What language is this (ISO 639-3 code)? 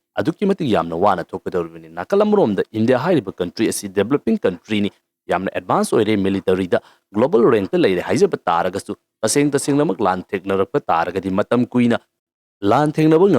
mni